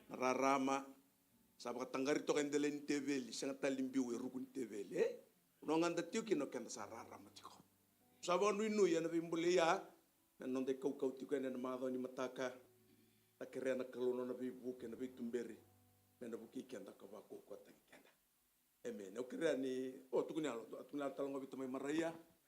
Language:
Fijian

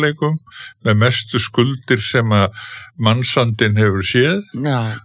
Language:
Icelandic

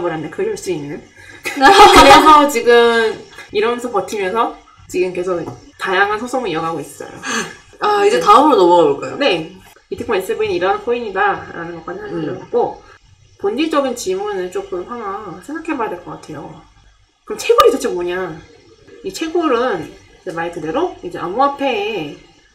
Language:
Korean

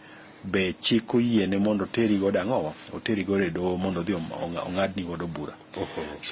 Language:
Luo (Kenya and Tanzania)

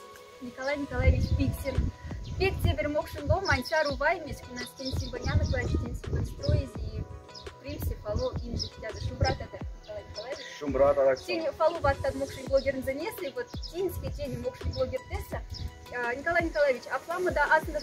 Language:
Moksha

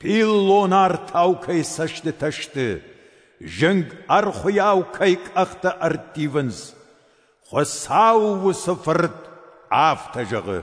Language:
Ossetic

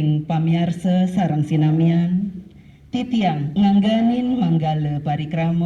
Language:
Balinese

